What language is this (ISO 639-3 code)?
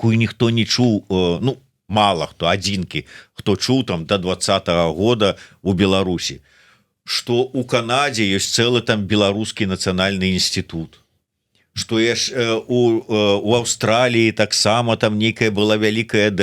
bel